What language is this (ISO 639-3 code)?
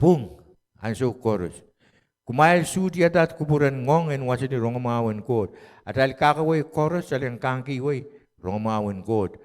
pon